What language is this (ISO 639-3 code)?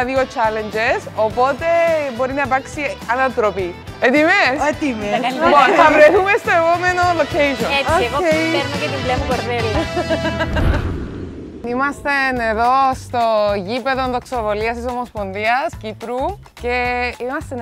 ell